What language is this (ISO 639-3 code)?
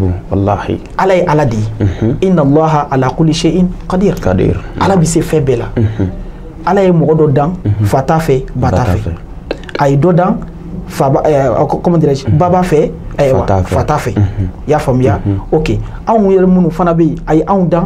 bam